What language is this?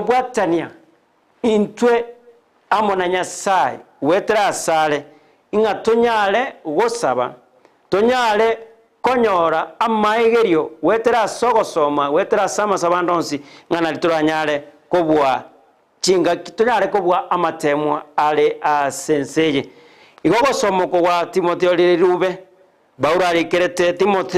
Gusii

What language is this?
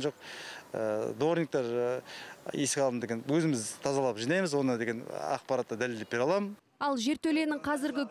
Kazakh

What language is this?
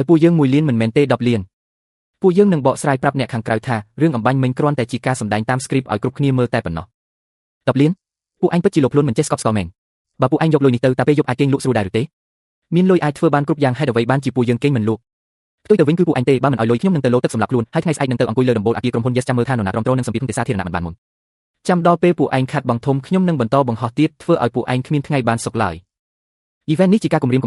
Khmer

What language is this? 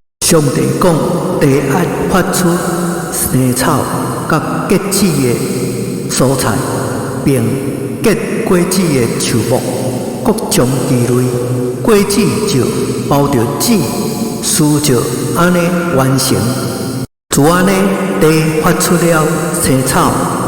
Min Nan Chinese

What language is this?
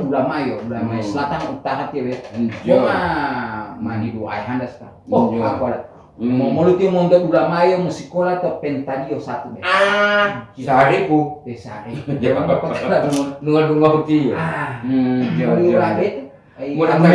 Gorontalo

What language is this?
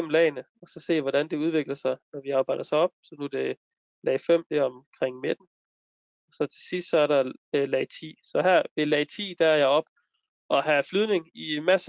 Danish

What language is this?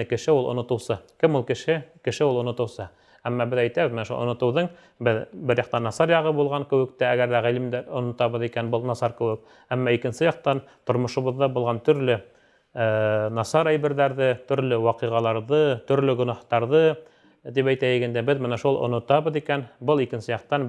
Bashkir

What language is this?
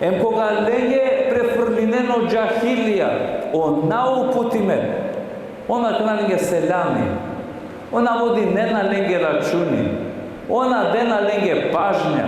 Balkan Romani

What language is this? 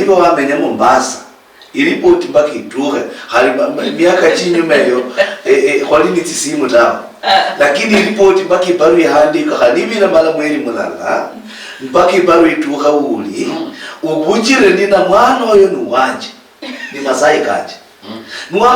Luyia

